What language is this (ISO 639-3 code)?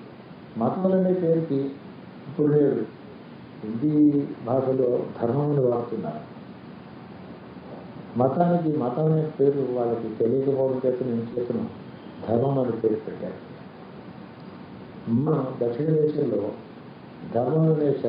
tel